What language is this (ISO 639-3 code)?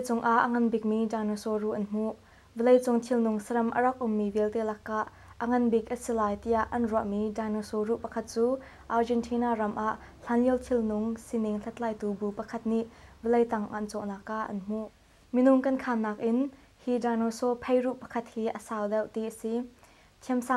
cnh